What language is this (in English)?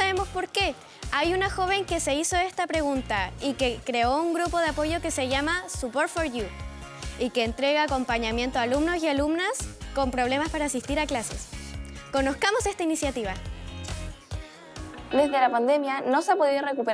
Spanish